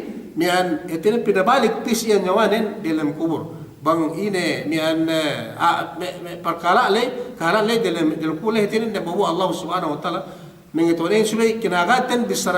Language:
Yakan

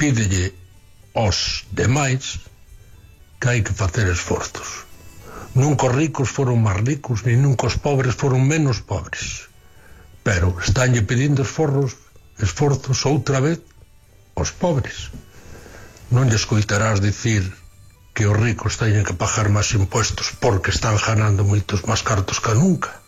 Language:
Galician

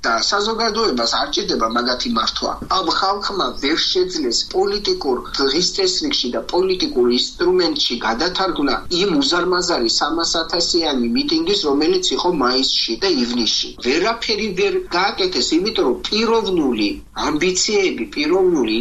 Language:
Georgian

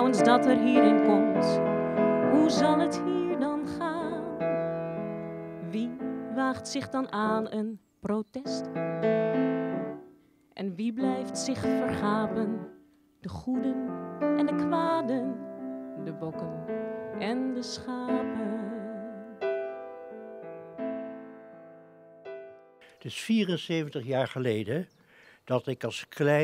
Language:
Dutch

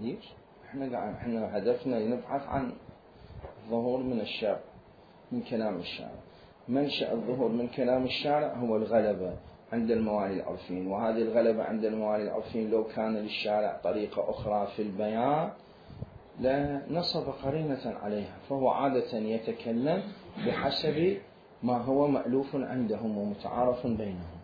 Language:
Mesopotamian Arabic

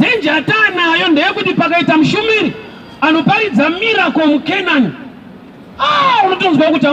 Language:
Shona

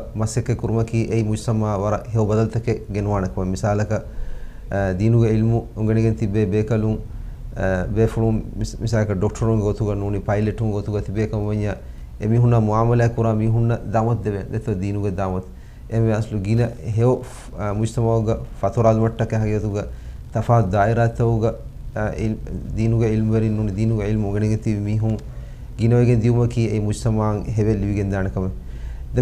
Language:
Divehi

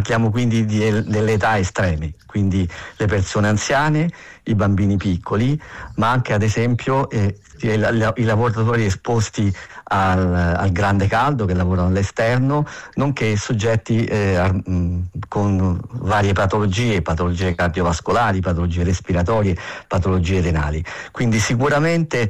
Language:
Italian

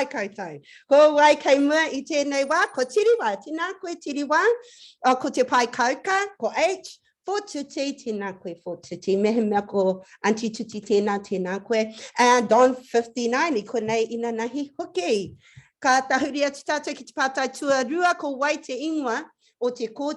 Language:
Māori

